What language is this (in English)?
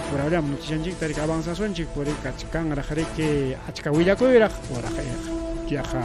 Ayacucho Quechua